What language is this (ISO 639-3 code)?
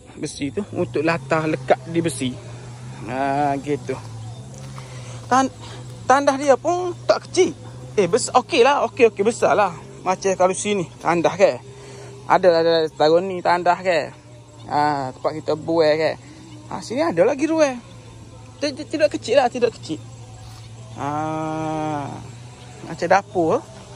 msa